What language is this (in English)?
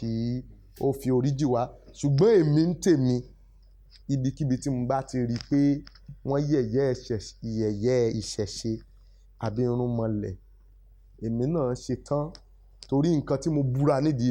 Yoruba